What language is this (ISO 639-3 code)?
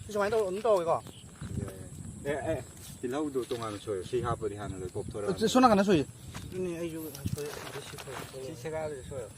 mni